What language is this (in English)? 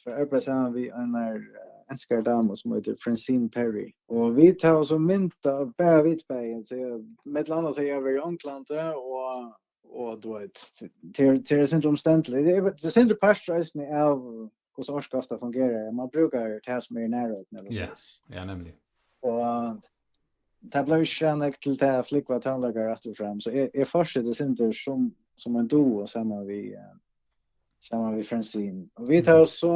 Faroese